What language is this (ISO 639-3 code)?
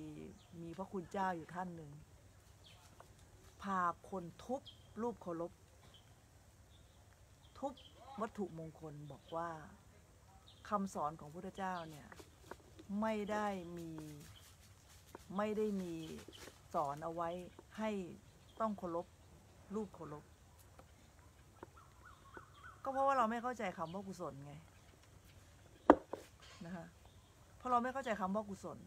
tha